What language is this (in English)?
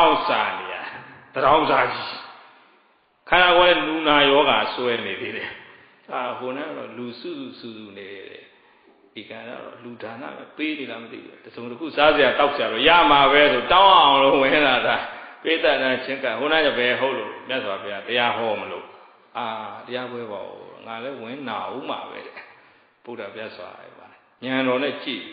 Burmese